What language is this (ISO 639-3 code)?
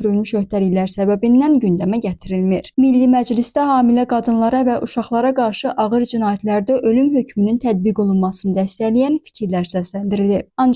aze